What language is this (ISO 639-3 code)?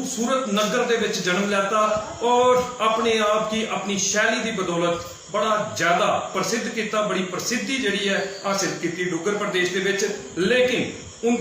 doi